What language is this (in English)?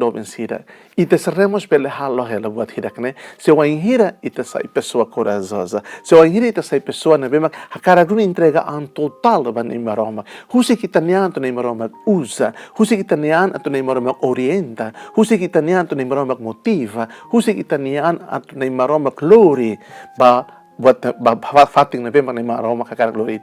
Tetum